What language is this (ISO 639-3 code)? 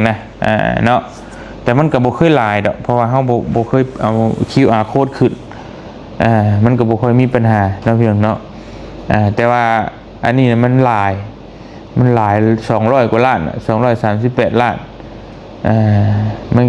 lao